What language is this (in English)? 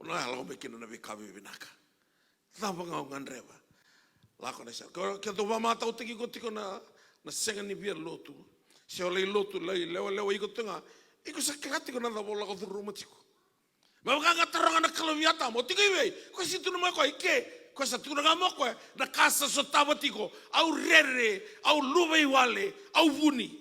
Fijian